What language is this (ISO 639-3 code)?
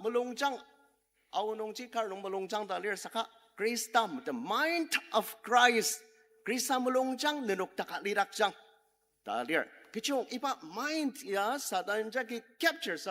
njo